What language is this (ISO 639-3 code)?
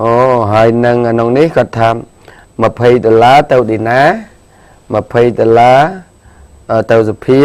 khm